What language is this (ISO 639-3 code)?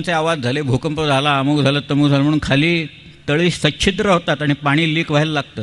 mar